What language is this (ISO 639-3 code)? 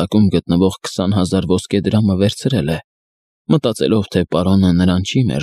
hye